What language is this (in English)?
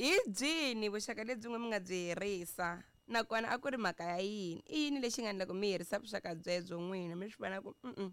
Tsonga